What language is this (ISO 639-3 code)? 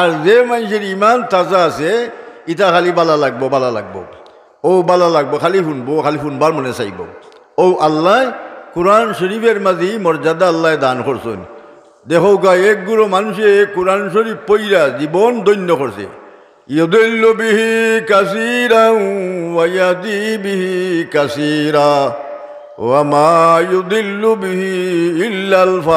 syl